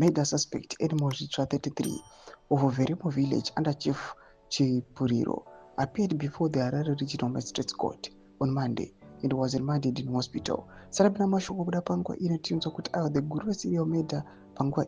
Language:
Shona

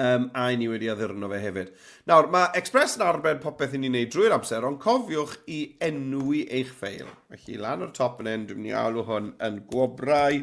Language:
Welsh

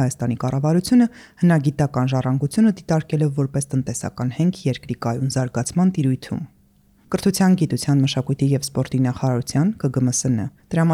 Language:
Armenian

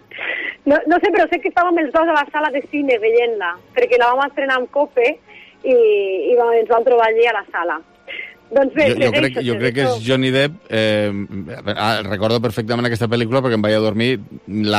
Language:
Catalan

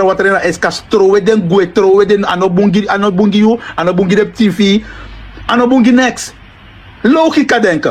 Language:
Sranan Tongo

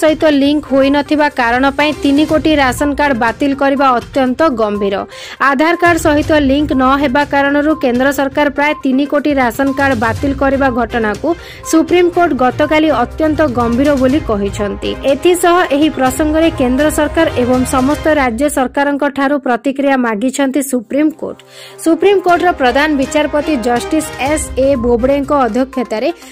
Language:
Odia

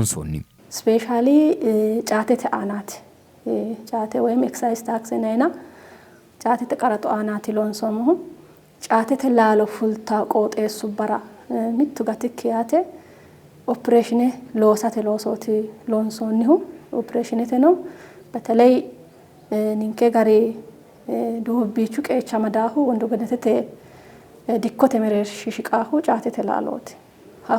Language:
Sidamo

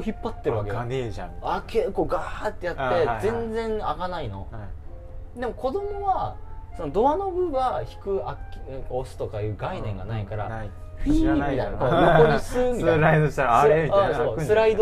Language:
Japanese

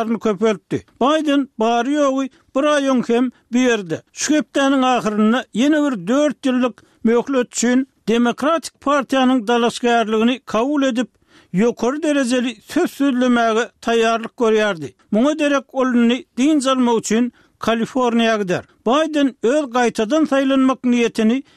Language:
Turkmen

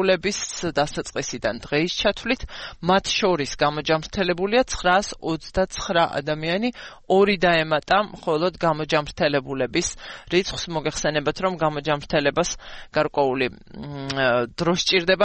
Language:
Georgian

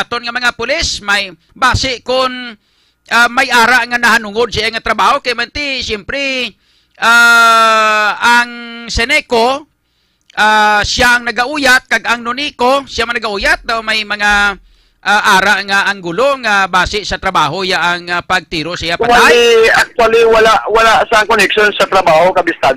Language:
Hiligaynon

